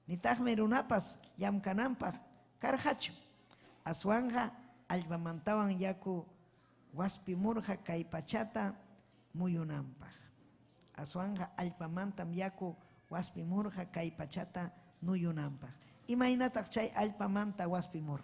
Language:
Ayacucho Quechua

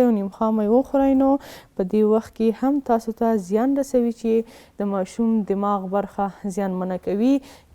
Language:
Pashto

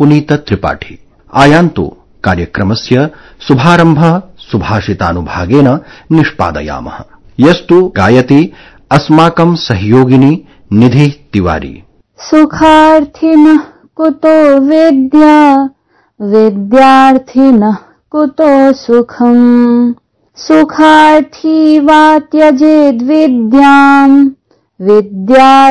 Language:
Sanskrit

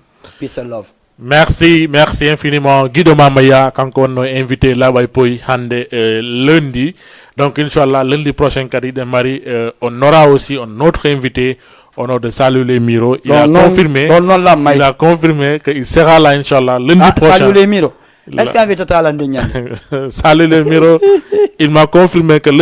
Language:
Fula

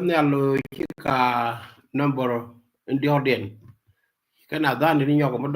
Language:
Nuer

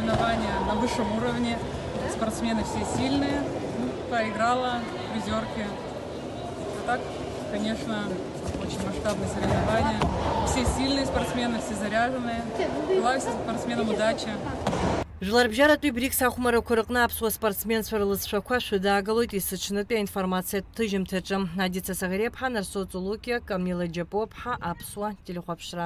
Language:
Abkhazian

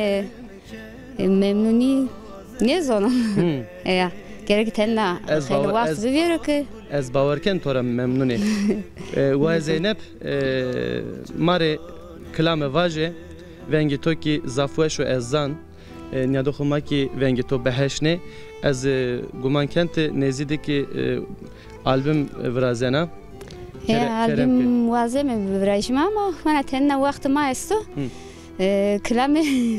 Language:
Zaza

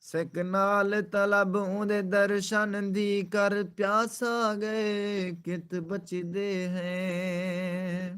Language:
Saraiki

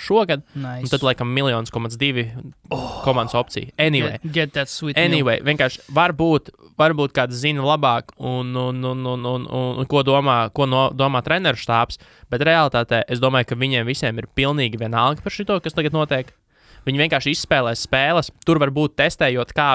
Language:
Latvian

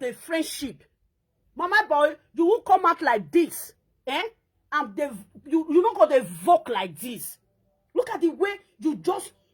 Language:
Nigerian Pidgin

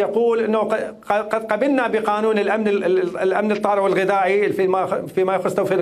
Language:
Mesopotamian Arabic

